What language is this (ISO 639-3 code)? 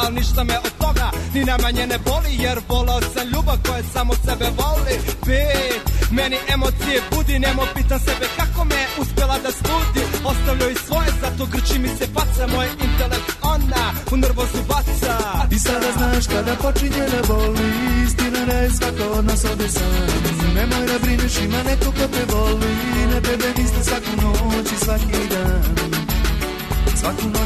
srp